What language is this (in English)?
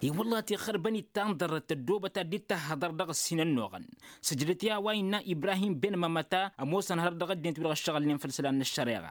Tamasheq